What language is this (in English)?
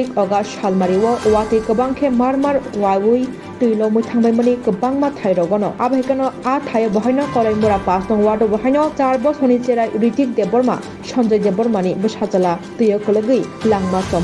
Kok Borok